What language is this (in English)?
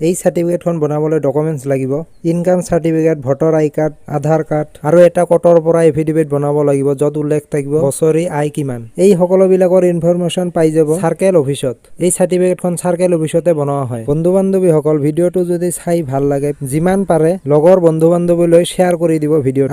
Assamese